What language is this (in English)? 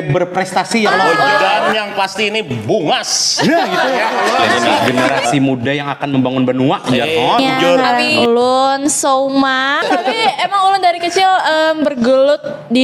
Banjar